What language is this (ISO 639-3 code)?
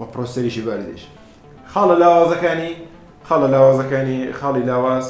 ckb